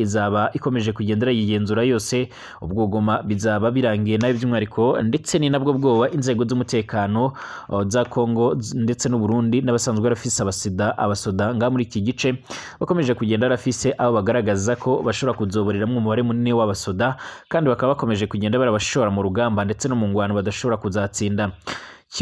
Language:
Rundi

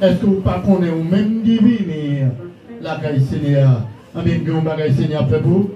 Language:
Haitian Creole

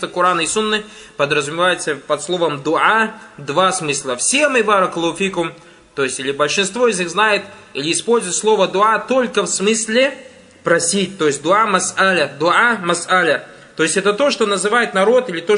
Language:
Russian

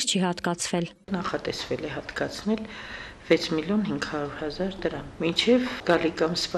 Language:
Armenian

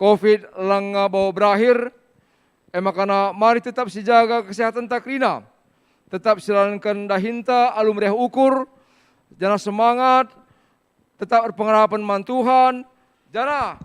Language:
Batak Karo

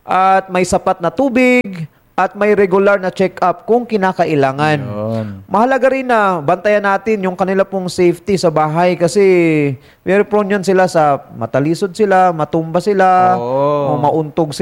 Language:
Filipino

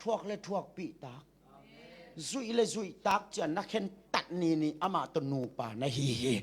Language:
Tedim Chin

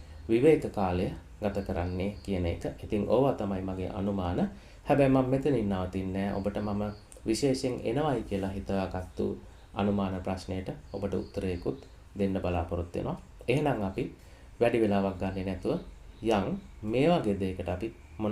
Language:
Sinhala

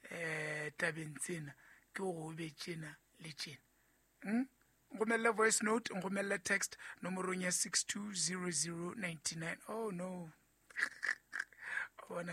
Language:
Southern Sotho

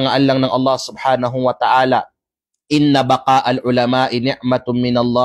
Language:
Kalagan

